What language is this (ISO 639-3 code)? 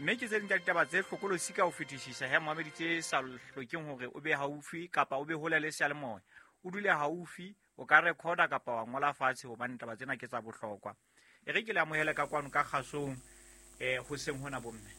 sot